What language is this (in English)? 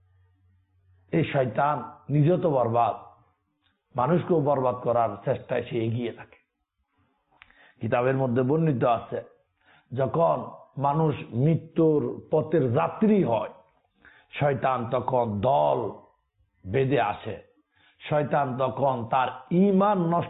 Bangla